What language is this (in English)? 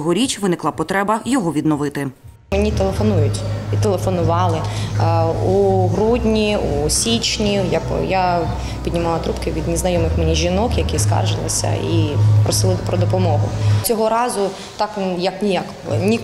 Ukrainian